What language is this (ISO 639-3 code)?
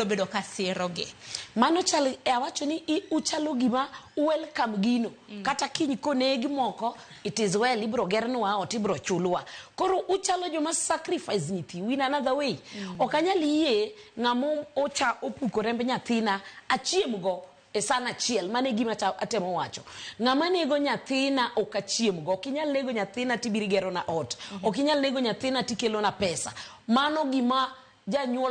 luo